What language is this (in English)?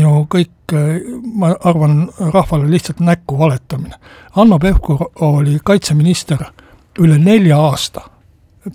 Estonian